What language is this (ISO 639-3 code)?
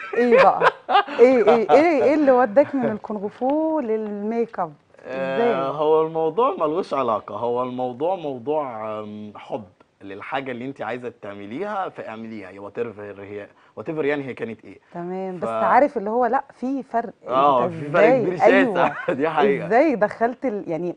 arz